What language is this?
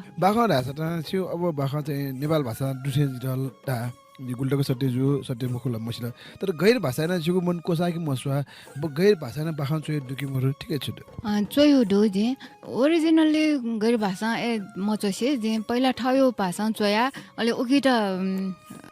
Newari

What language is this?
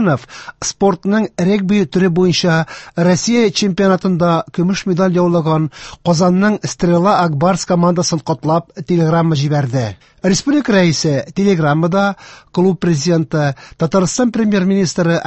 Tatar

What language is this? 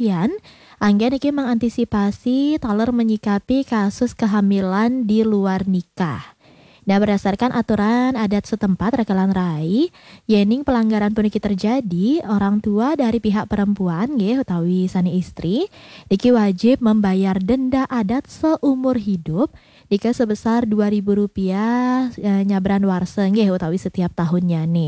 Balinese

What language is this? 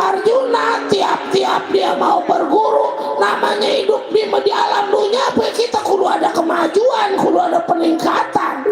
Betawi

